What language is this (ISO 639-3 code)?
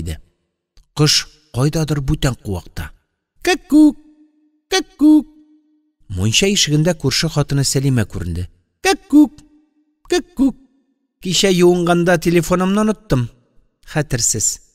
tat